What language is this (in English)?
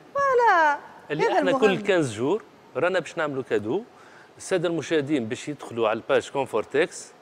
Tunisian Arabic